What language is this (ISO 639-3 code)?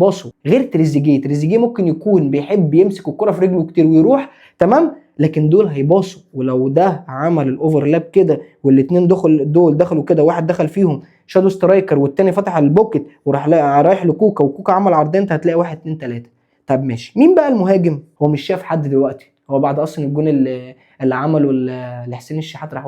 arz